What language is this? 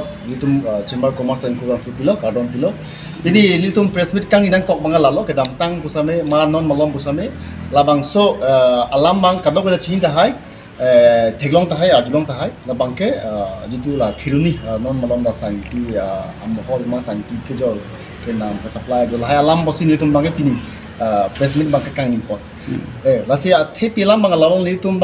Karbi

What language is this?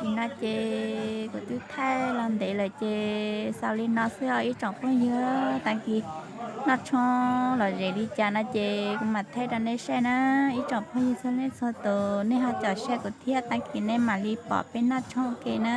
Hmong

